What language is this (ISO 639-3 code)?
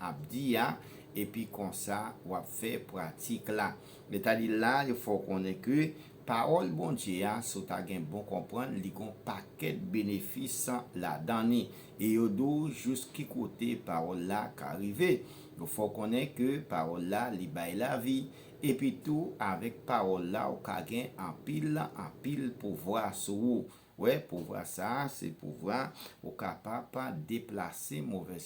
hat